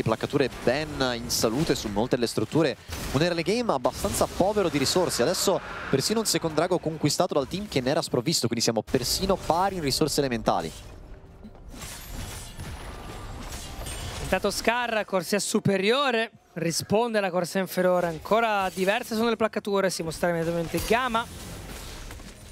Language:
Italian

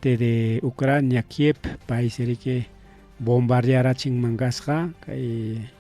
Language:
Ayacucho Quechua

